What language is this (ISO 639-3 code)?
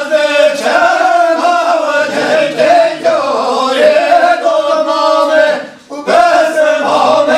kur